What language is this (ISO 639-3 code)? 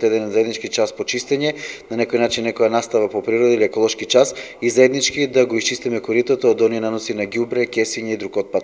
mkd